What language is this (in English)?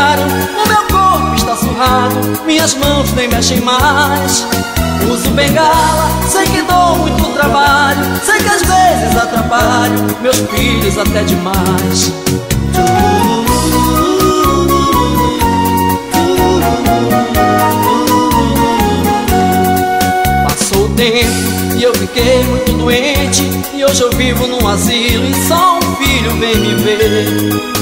Portuguese